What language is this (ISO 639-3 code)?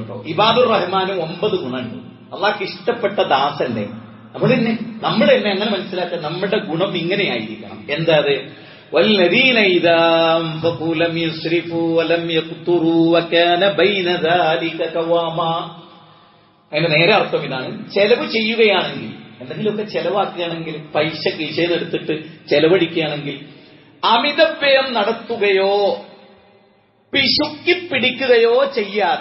mal